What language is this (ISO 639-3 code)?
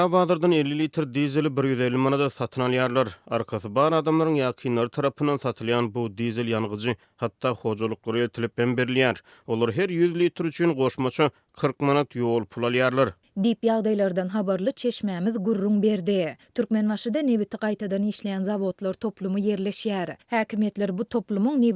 tuk